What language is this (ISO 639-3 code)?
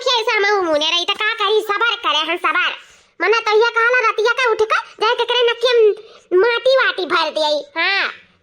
awa